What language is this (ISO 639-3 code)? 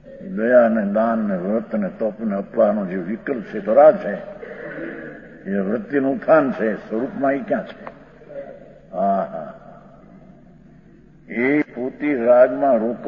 guj